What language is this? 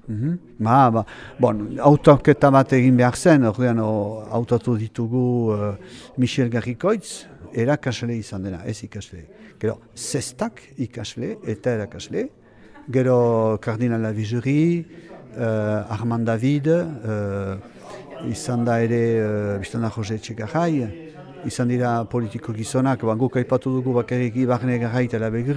Basque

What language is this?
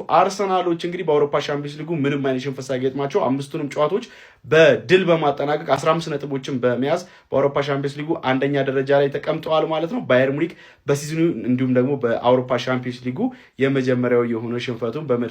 Amharic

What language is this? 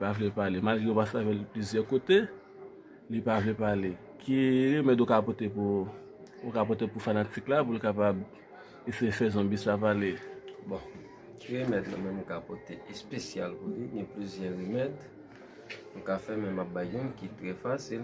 Haitian Creole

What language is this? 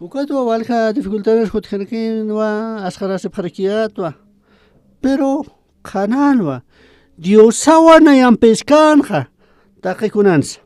Aymara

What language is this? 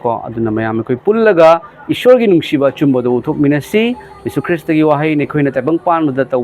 Manipuri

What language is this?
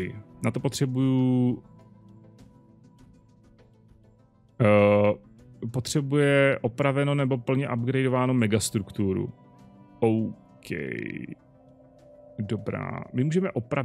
Czech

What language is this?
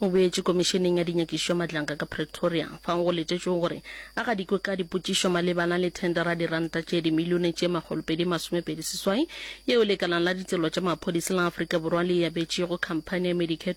Northern Sotho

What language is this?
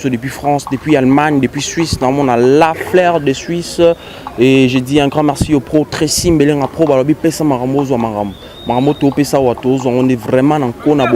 Lingala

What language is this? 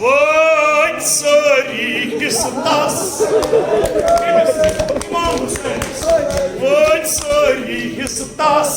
Kashmiri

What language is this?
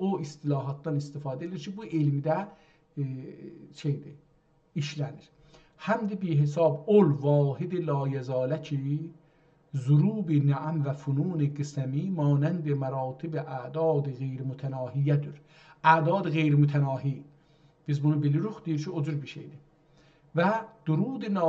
South Azerbaijani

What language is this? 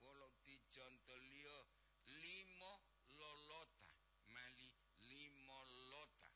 Gorontalo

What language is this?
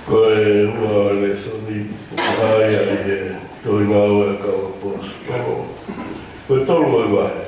Tongan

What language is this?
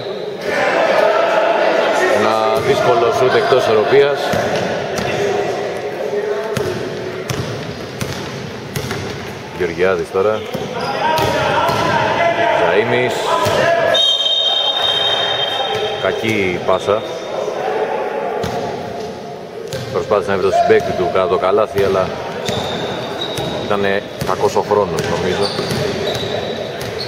Greek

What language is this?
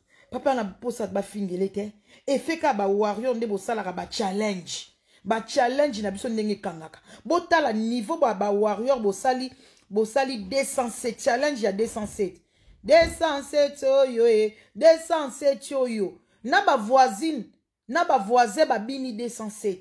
Lingala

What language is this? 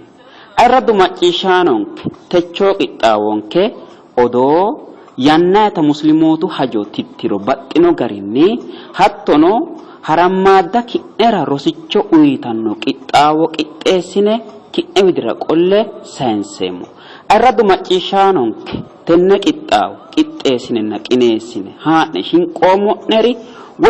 Sidamo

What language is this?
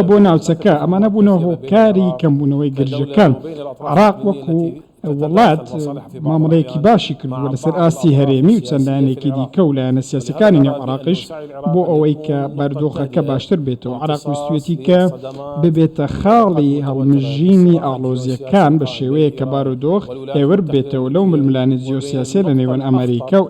Central Kurdish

